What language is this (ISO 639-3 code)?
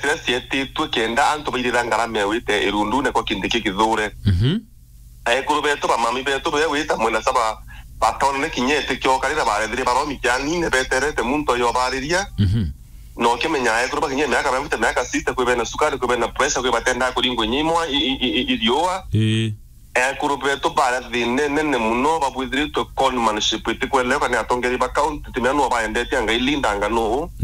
mer